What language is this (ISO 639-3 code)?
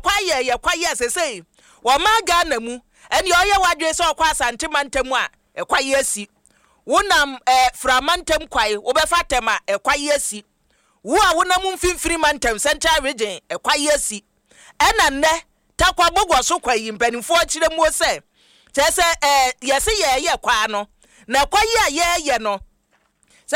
aka